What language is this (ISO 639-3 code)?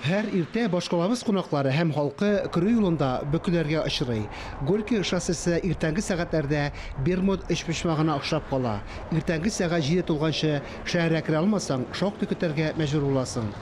tat